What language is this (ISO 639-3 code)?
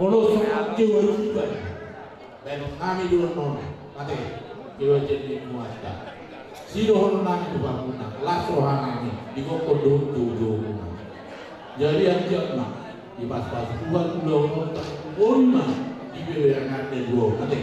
bbc